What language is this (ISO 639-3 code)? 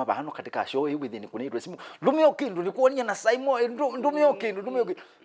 kam